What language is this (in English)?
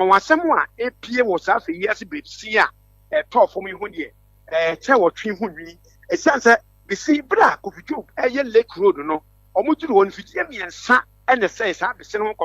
Akan